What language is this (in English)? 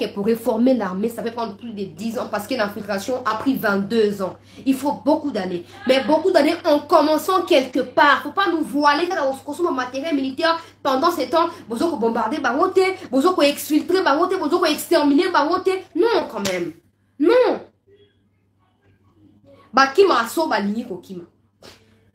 French